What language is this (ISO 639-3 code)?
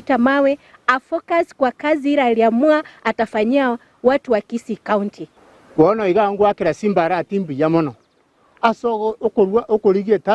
guz